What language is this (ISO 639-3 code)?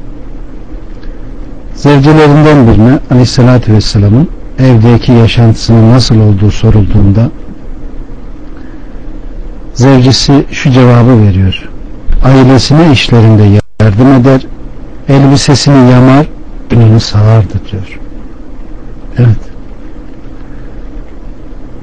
tur